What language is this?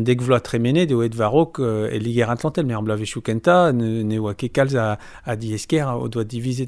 Breton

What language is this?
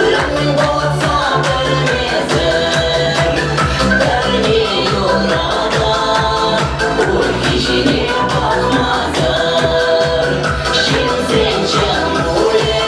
Chuvash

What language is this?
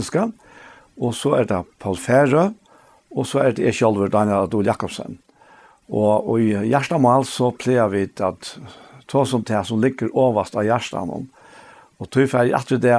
Faroese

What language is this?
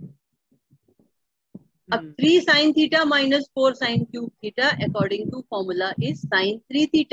Hindi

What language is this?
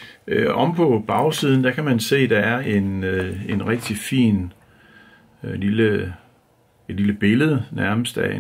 Danish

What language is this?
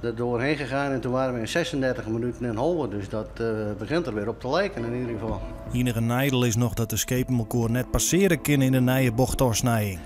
Western Frisian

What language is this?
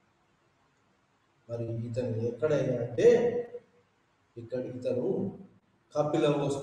Telugu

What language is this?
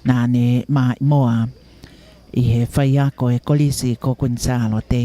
Tongan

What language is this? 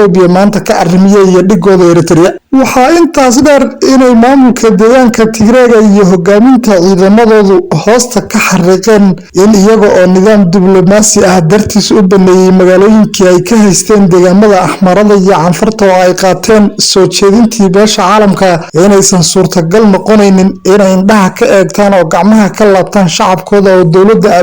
Somali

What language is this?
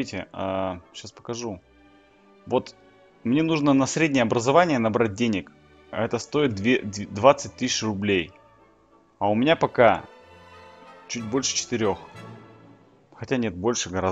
Russian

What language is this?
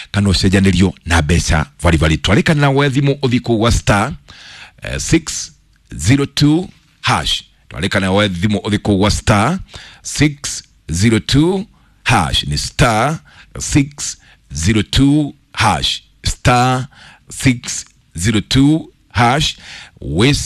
Kikuyu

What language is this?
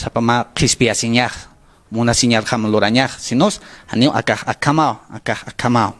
Aymara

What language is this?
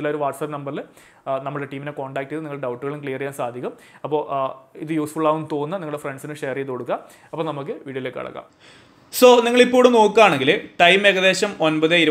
Malayalam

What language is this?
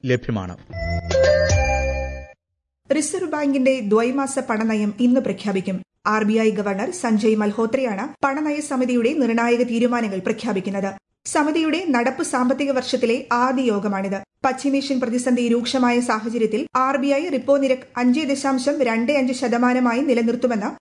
Malayalam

